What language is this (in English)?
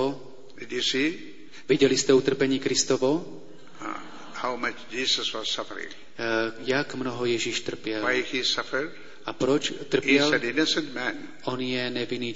Czech